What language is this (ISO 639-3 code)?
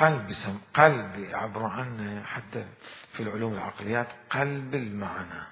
acm